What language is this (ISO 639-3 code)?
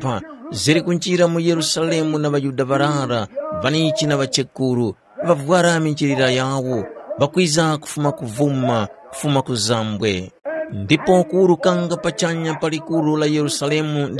tum